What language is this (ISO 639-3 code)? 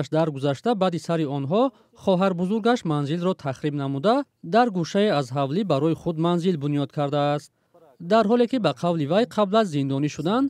tgk